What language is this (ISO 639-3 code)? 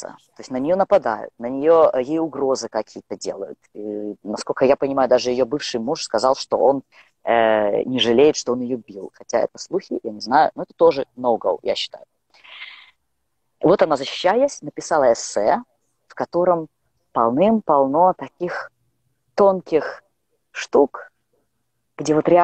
rus